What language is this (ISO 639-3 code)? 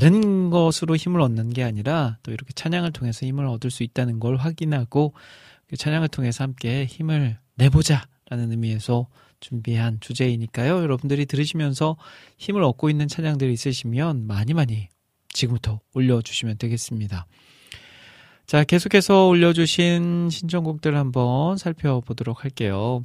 kor